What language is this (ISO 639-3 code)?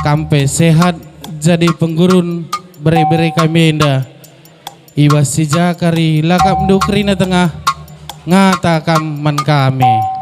btx